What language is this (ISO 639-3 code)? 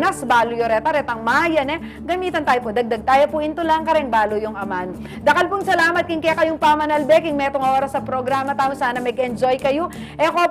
pam